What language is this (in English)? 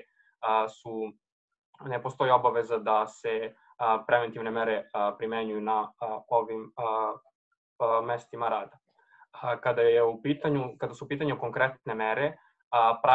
Serbian